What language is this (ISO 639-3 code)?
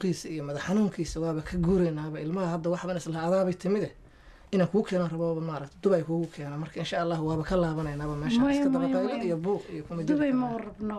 som